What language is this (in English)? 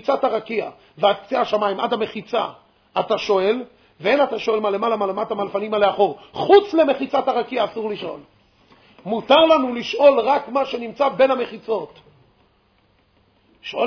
Hebrew